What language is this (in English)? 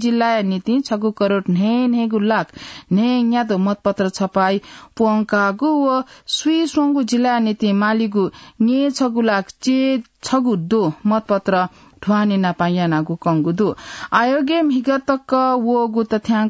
Newari